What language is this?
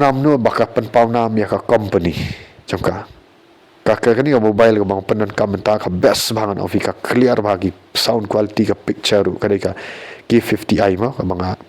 Khasi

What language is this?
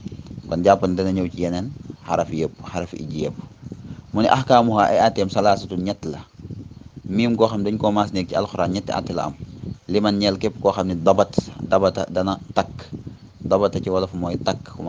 Wolof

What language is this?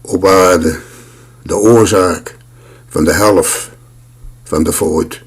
Limburgish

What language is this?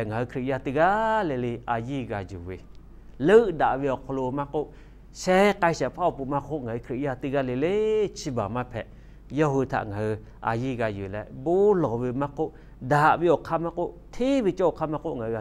Lahu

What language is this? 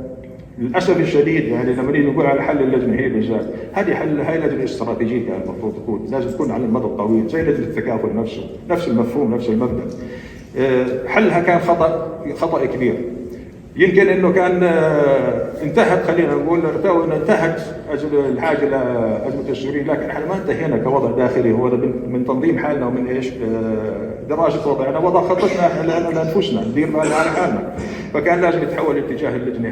North Levantine Arabic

